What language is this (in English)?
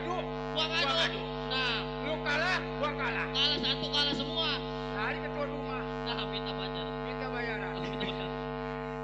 Betawi